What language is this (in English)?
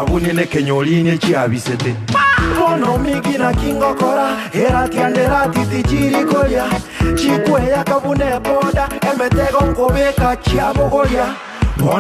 Gusii